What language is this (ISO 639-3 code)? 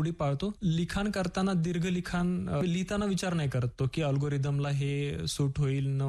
mar